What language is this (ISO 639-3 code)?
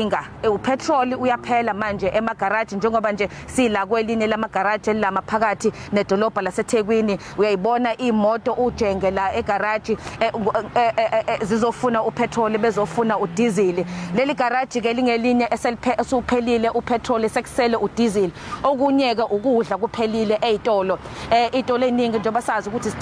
zul